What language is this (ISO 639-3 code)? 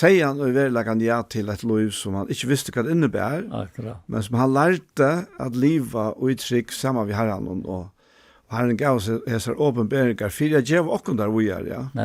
fao